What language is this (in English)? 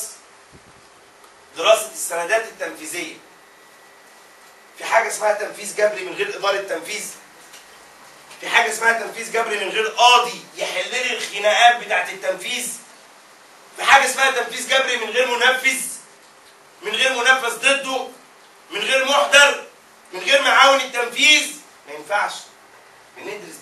Egyptian Arabic